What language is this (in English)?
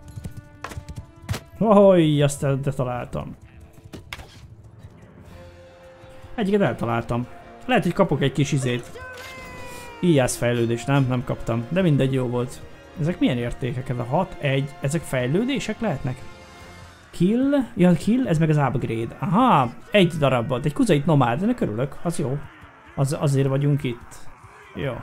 Hungarian